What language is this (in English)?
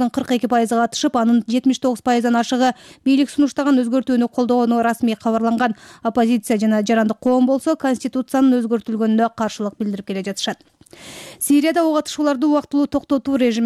Kyrgyz